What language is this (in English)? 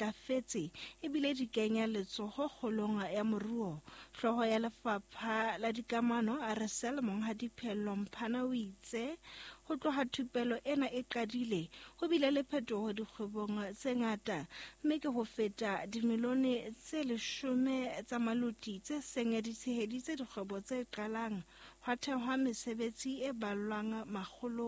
Southern Sotho